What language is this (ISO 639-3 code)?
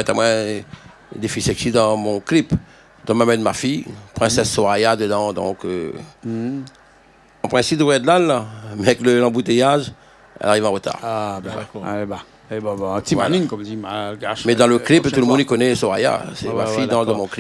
rcf